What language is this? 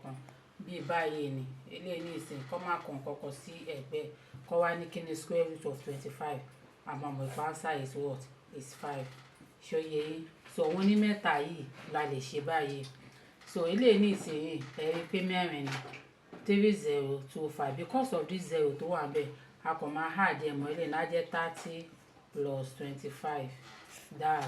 Yoruba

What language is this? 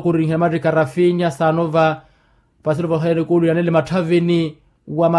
Makhuwa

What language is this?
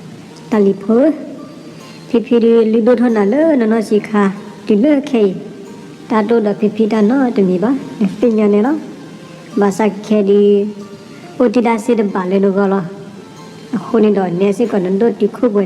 S'gaw Karen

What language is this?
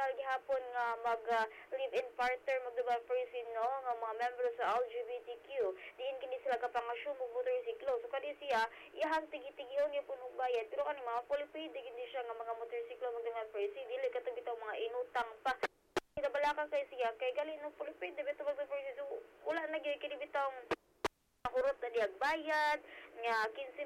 Cebuano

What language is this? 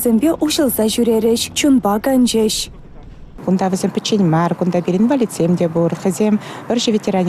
Chuvash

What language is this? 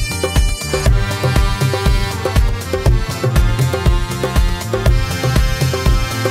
Malayalam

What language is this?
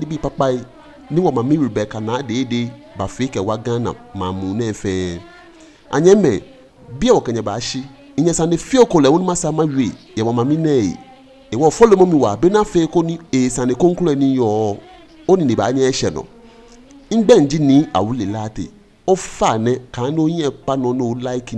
Ga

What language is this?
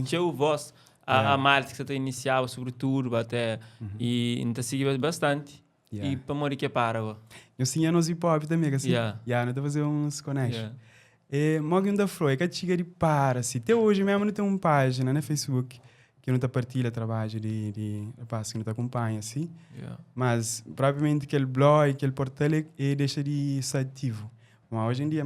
Kabuverdianu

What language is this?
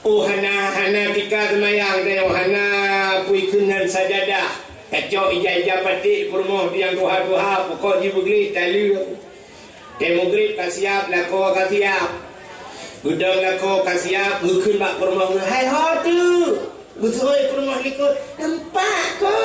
Achinese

